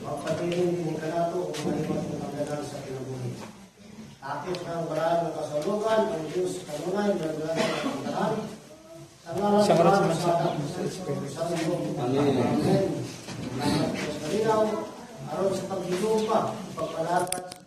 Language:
Cebuano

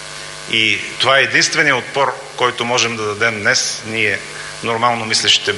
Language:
Bulgarian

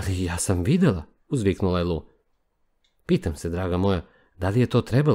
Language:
Serbian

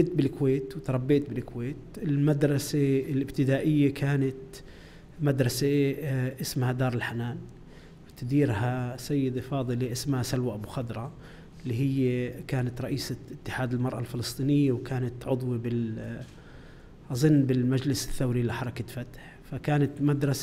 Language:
North Levantine Arabic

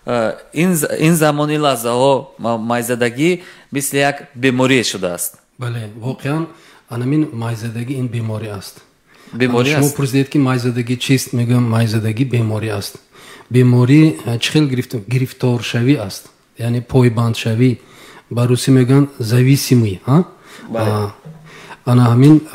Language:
Tajik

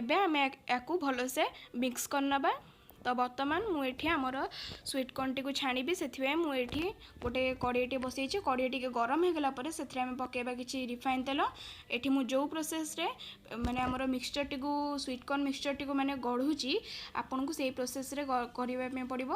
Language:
Odia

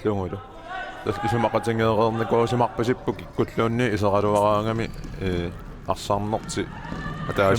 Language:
Kalaallisut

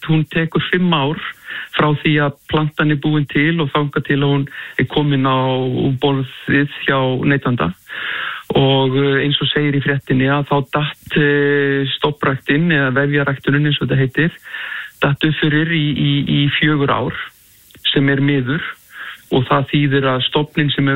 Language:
Icelandic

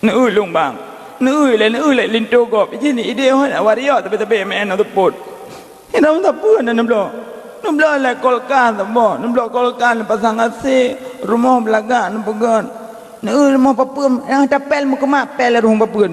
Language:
Achinese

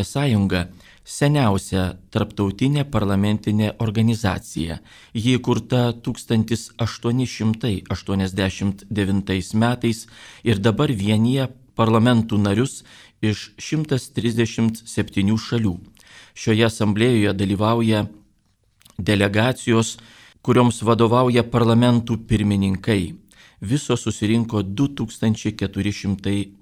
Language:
Lithuanian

